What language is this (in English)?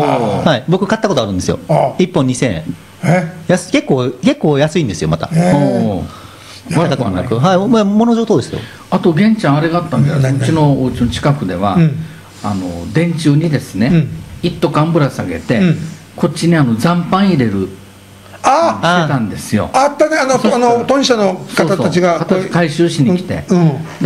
Japanese